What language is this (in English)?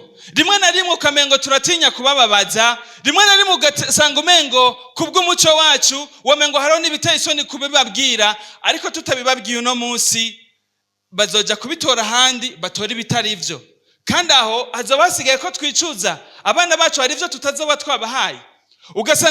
Rundi